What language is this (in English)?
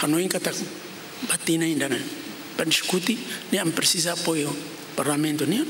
Tetum